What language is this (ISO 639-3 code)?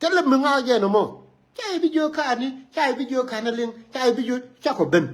nus